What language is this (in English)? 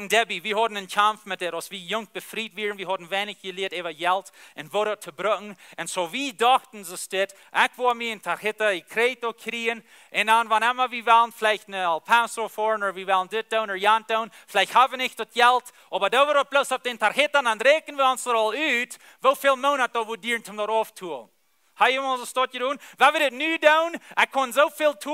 Plautdietsch